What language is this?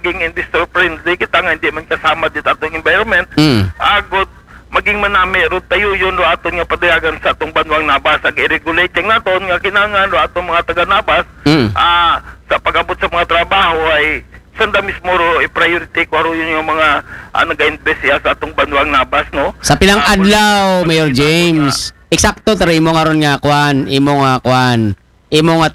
Aklanon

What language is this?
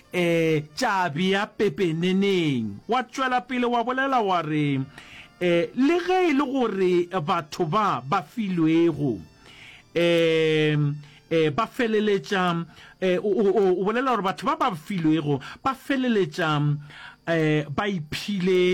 Northern Sotho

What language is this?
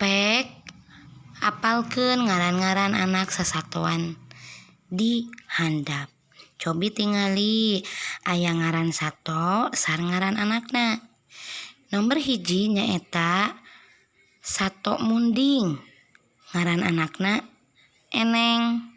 Sundanese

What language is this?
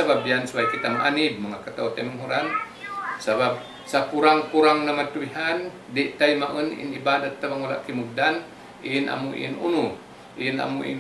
Tausug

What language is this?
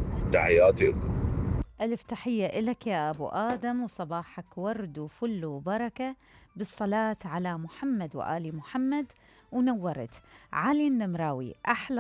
Mesopotamian Arabic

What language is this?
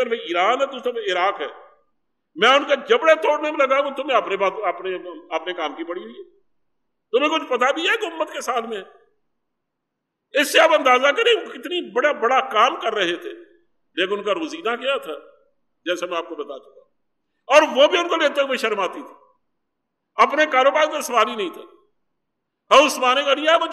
Urdu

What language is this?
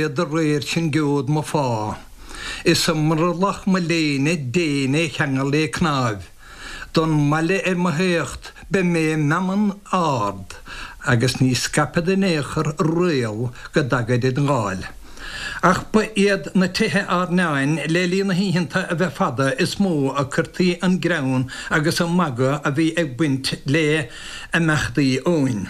Irish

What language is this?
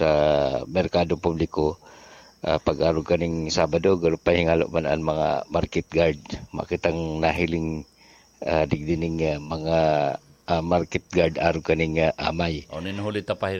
Bikol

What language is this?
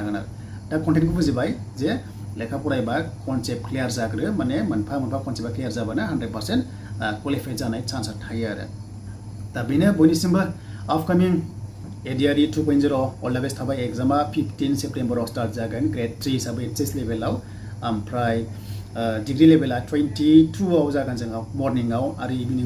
Bodo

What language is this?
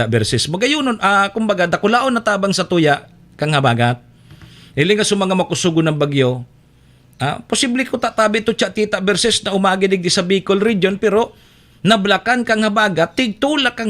Bikol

